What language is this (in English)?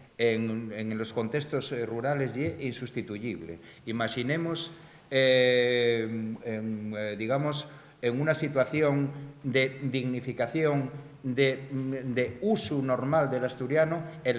Asturian